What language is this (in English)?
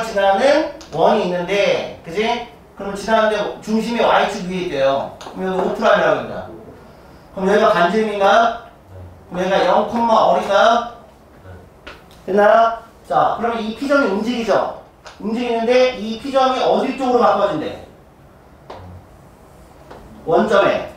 Korean